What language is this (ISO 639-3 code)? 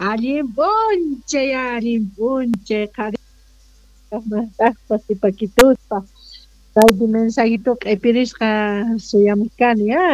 que